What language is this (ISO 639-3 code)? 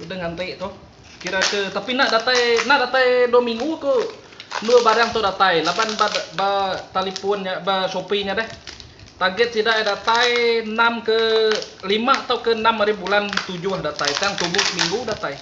iba